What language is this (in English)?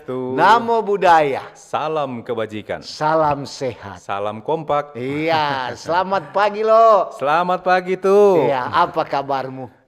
Manado Malay